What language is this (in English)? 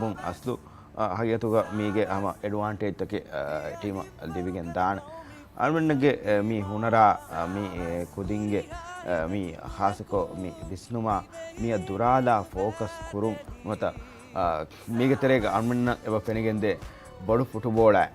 Divehi